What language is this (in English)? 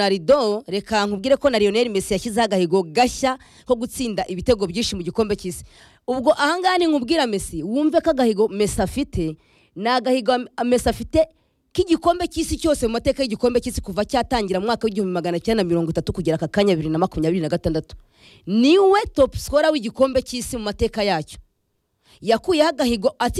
Kinyarwanda